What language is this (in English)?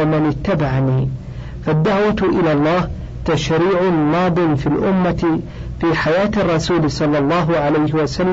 Arabic